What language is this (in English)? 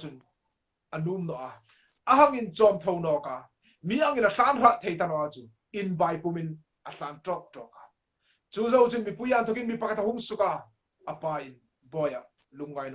Hmar